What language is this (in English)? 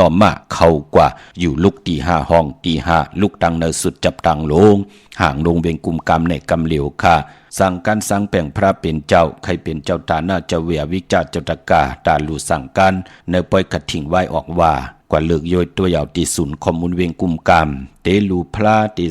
Shan